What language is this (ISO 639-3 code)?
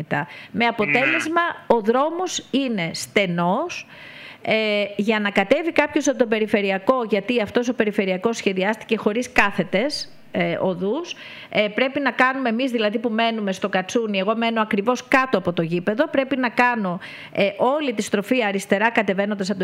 ell